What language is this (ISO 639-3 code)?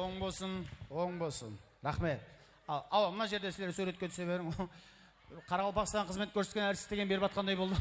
kaa